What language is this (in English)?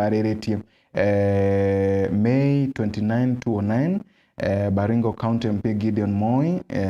Meru